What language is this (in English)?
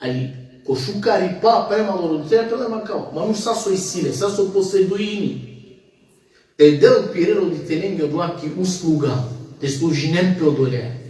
Balkan Romani